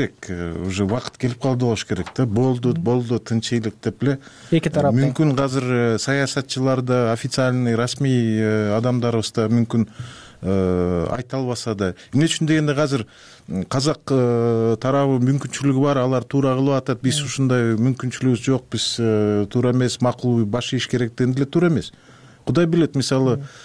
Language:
Kyrgyz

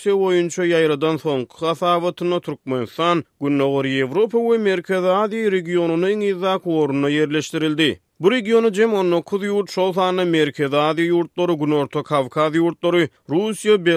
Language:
Turkmen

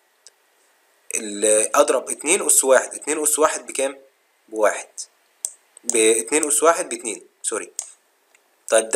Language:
Egyptian Arabic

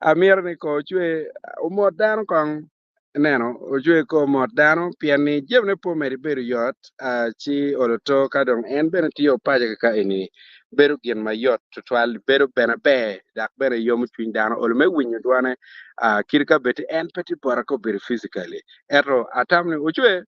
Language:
Acoli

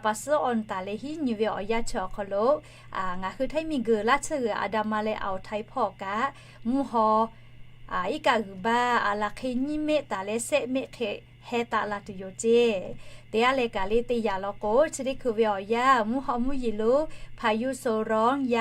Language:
Lahu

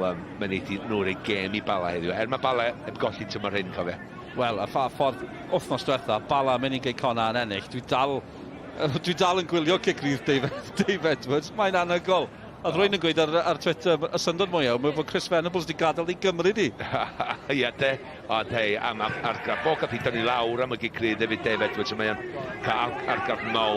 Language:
Welsh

